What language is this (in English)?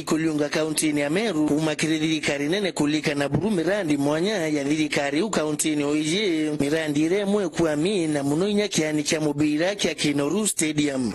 Meru